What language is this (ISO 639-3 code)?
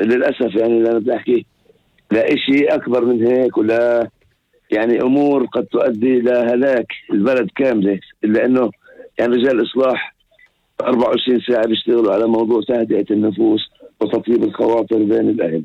apc